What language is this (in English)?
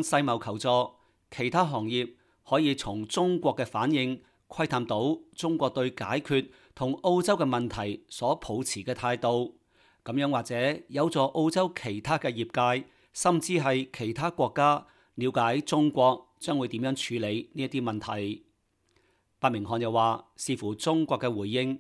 Cantonese